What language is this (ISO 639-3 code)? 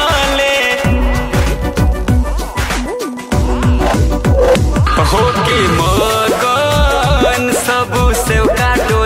bho